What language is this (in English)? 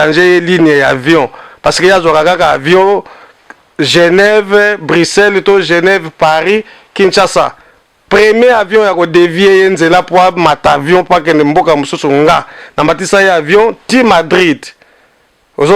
Lingala